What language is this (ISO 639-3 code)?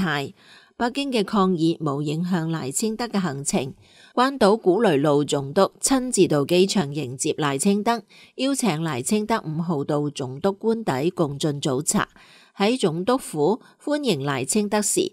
yue